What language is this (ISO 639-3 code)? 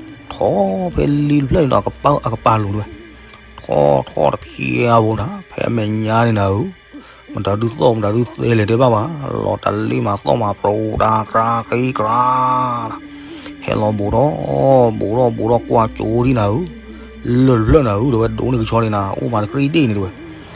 ksw